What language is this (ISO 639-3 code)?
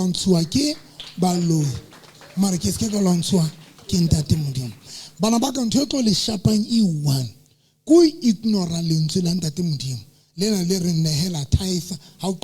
sot